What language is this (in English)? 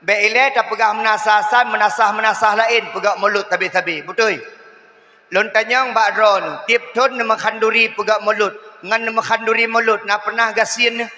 Achinese